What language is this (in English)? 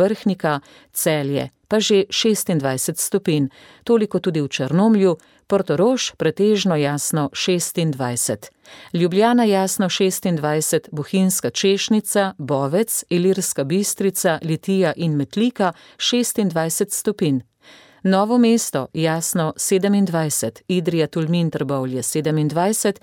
Slovenian